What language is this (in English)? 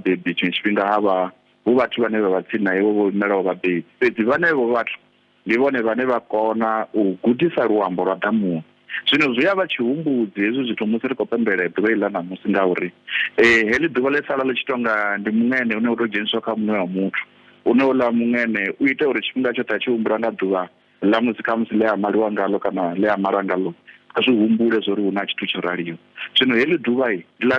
Venda